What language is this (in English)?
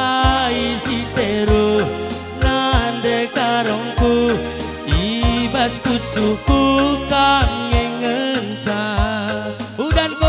Batak Karo